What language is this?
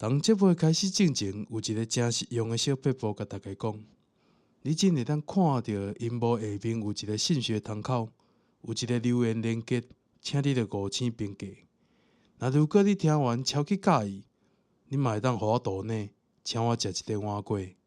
Min Nan Chinese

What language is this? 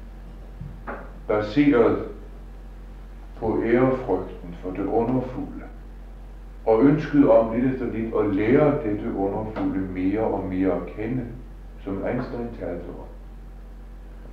Danish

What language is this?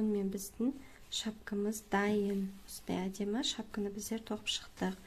Kazakh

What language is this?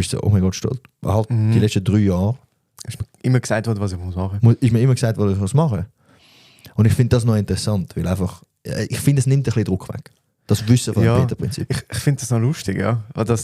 Swiss German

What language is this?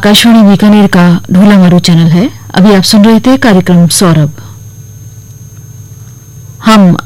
Hindi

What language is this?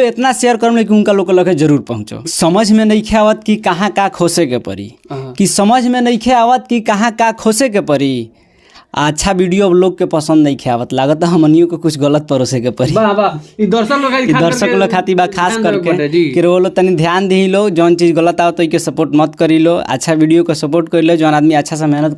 Bhojpuri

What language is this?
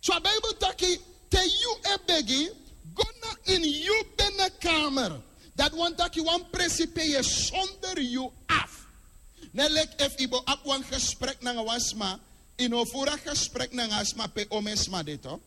Sranan Tongo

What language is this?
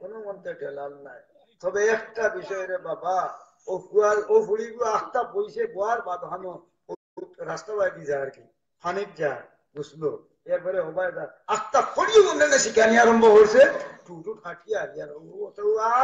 Sylheti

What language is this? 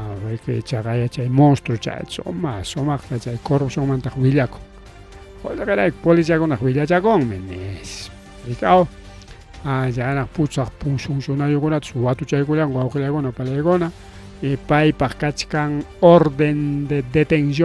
Ayacucho Quechua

